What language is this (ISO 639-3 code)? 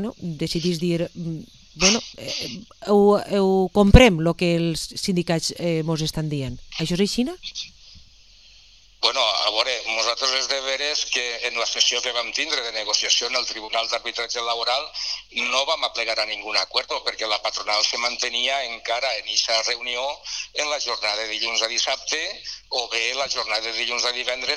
cat